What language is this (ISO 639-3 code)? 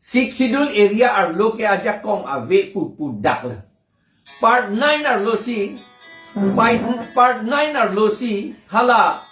mjw